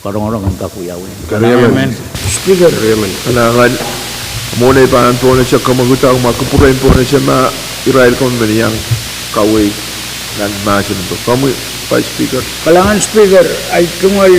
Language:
Pohnpeian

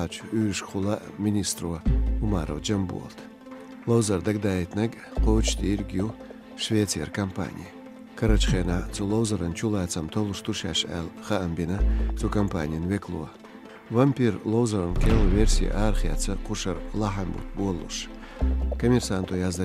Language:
Chechen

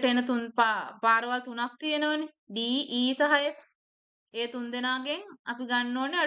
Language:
Sinhala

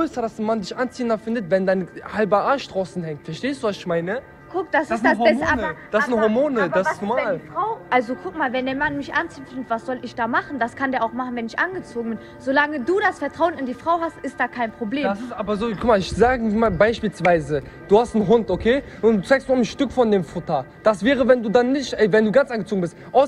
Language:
German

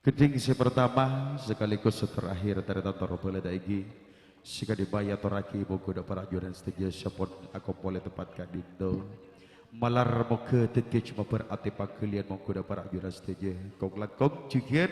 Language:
Madurese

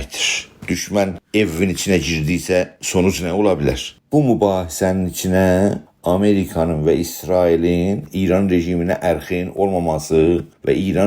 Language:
South Azerbaijani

